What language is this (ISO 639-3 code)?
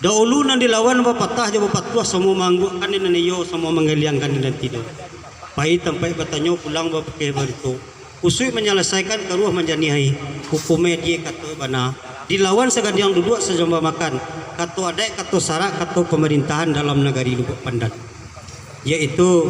min